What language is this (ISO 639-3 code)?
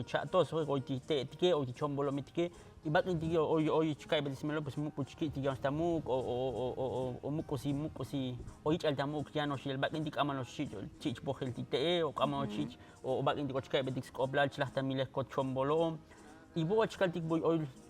tzo